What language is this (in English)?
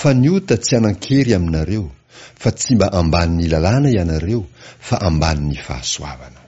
Malagasy